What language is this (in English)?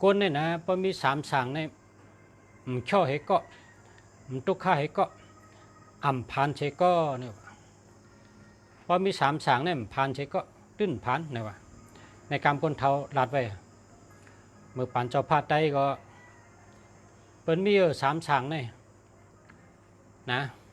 Shan